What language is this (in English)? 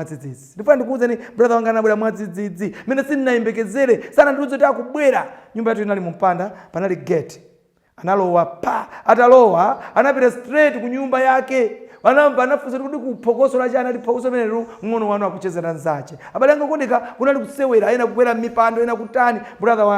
Nyanja